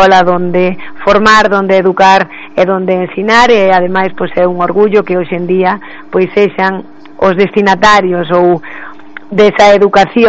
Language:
Galician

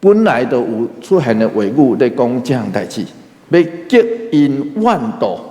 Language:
Min Nan Chinese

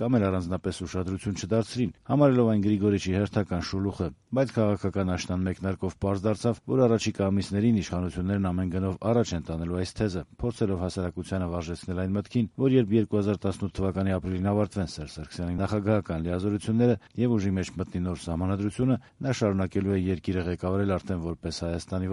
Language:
Armenian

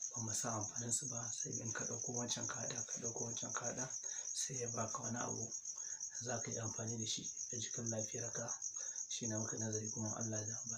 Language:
Hausa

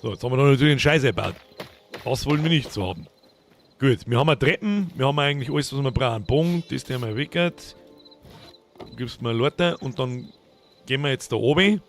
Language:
Bavarian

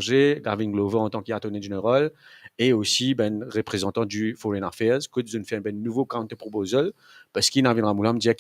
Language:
Morisyen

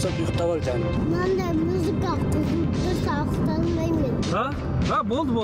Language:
Kazakh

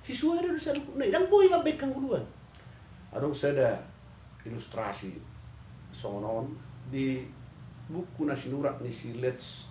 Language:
Batak Toba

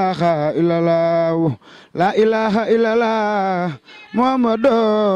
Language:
Wolof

